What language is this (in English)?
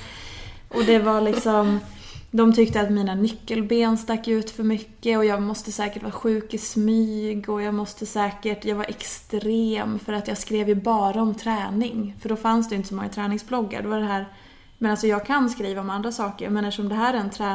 Swedish